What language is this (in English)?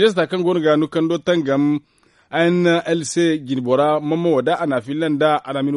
Zarma